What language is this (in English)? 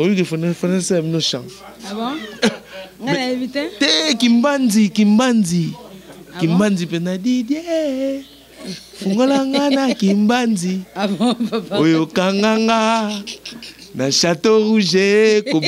Lingala